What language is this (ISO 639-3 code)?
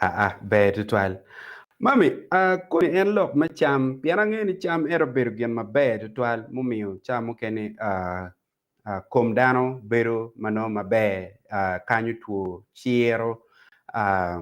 ach